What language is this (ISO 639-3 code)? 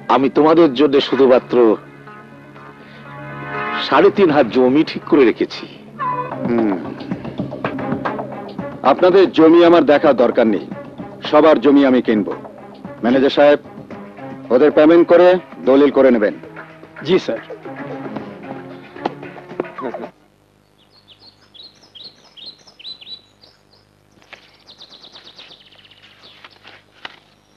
ben